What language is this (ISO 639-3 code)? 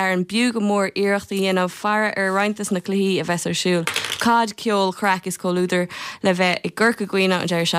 gle